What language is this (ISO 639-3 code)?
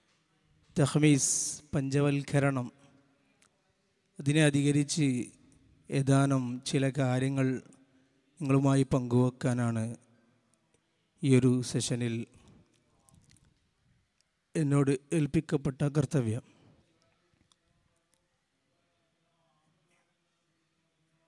mal